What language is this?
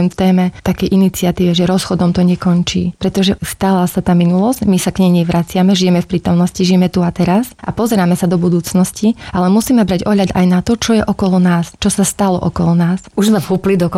Slovak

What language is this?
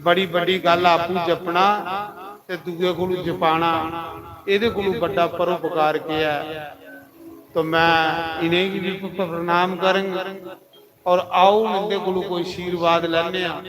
Dogri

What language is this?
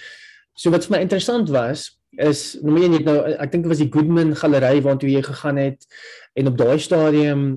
Afrikaans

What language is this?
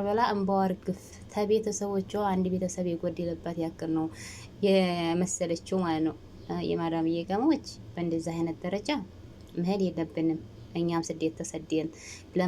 Amharic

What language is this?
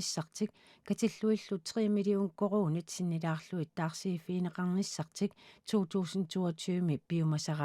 Kalaallisut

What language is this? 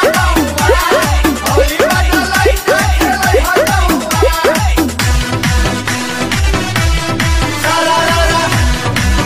Bhojpuri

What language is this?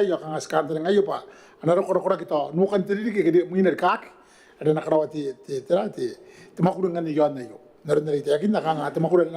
Gilbertese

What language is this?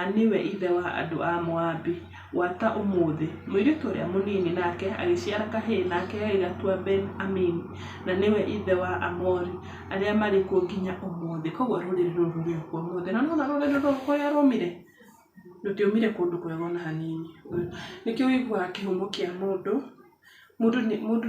Kikuyu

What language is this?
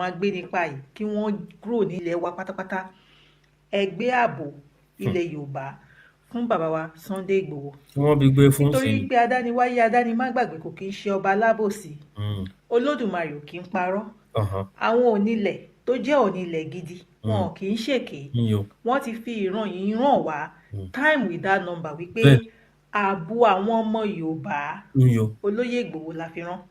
Yoruba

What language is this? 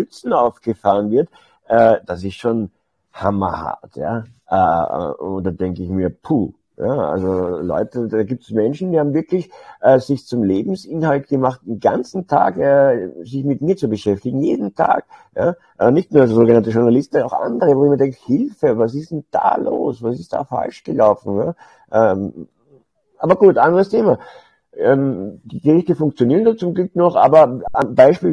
German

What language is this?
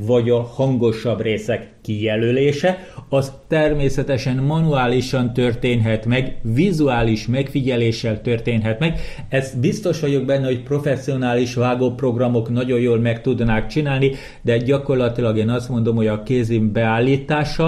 Hungarian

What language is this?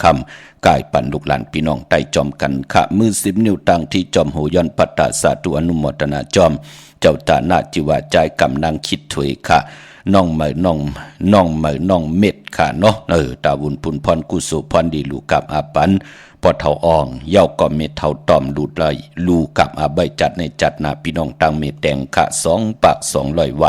Shan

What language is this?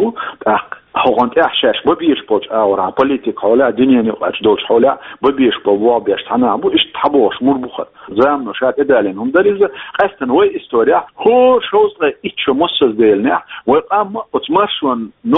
Chechen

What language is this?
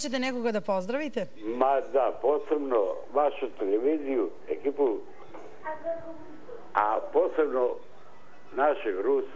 Serbian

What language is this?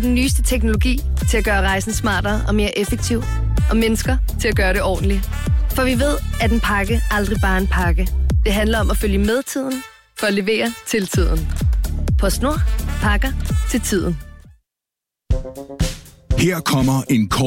Danish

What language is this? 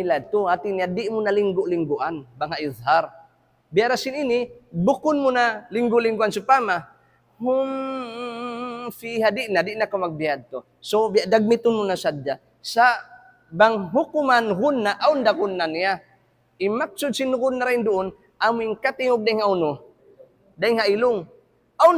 Tausug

